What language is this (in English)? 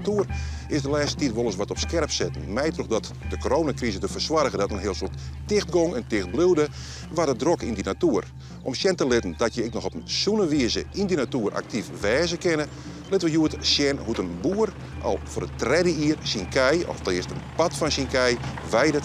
Western Frisian